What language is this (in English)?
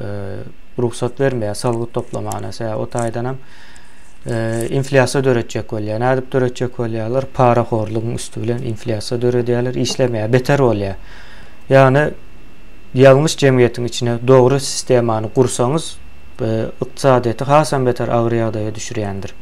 Turkmen